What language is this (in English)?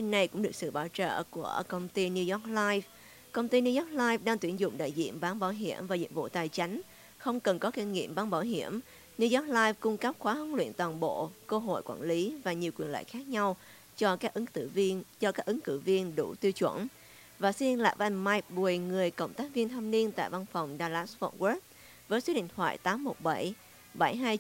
Vietnamese